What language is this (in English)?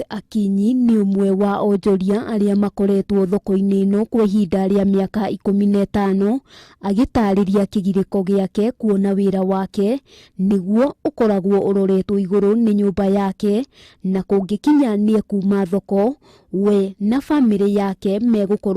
Kikuyu